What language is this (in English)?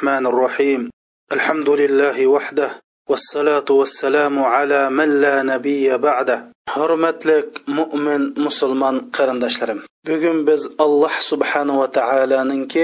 Uyghur